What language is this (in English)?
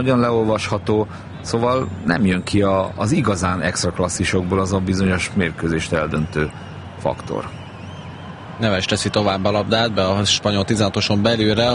Hungarian